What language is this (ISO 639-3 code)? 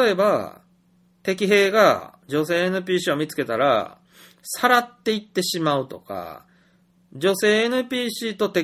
jpn